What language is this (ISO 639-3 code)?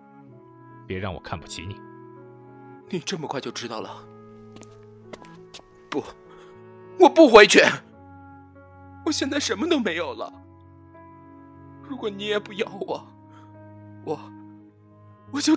zho